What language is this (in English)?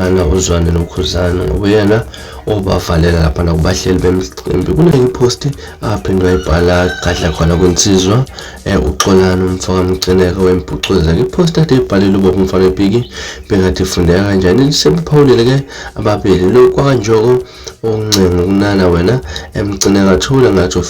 Zulu